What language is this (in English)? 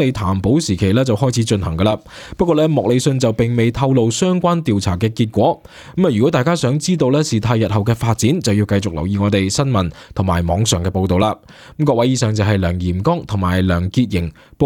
Cantonese